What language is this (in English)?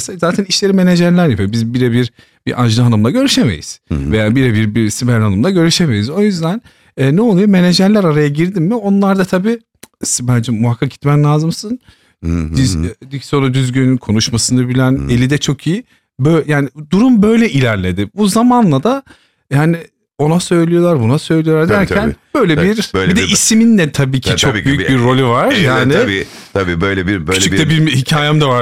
Turkish